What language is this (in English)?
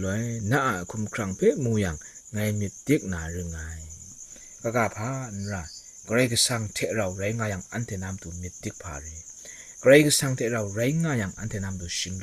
Kachin